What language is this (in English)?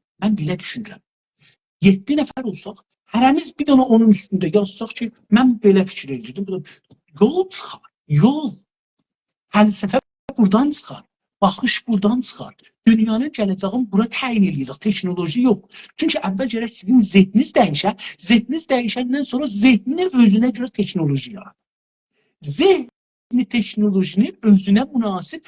South Azerbaijani